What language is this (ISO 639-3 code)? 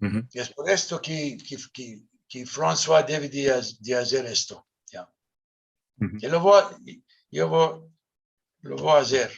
lad